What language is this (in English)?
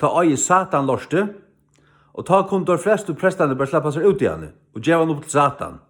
Faroese